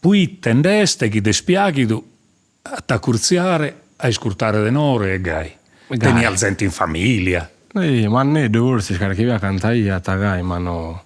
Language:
Sardinian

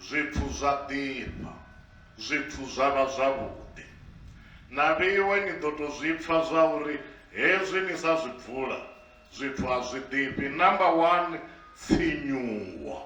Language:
Venda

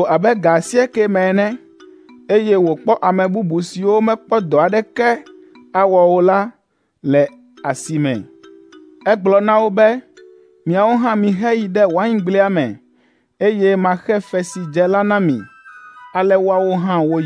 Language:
Ewe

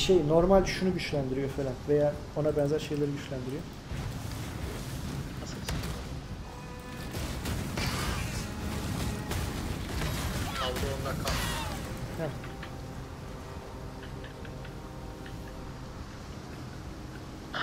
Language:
Turkish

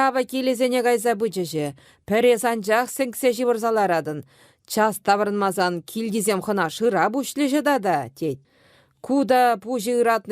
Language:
Chuvash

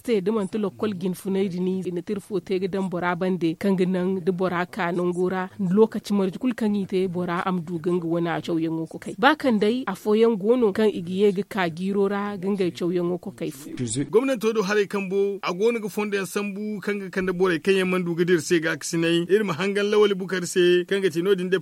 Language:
Zarma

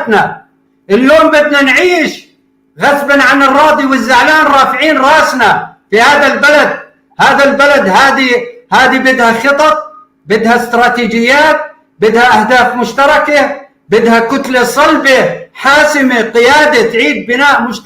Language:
North Levantine Arabic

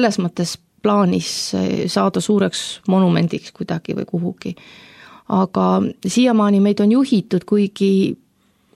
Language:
Estonian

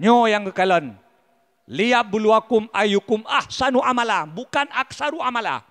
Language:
Achinese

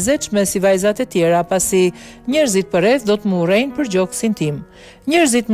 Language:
Albanian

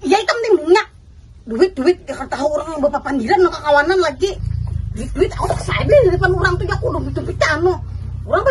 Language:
Banjar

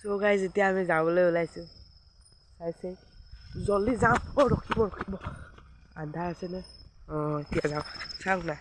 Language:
Assamese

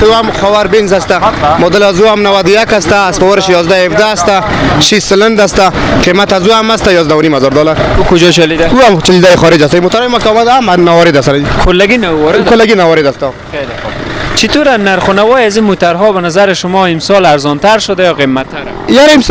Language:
Persian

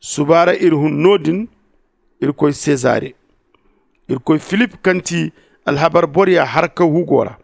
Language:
Zarma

